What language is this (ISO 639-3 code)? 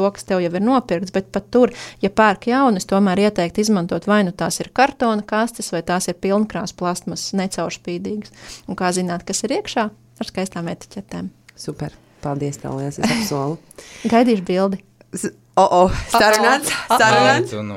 lav